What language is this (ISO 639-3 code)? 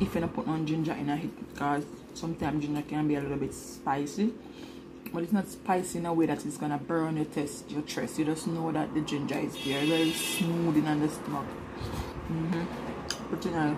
jam